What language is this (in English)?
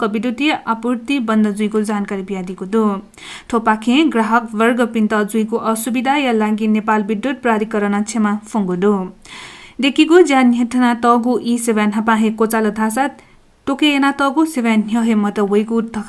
Newari